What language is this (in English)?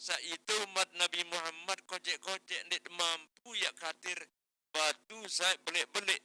Sasak